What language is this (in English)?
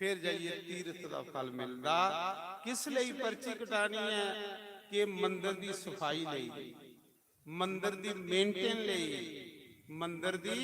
Dogri